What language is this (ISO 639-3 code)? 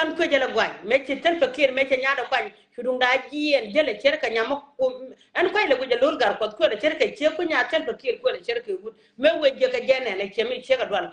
nus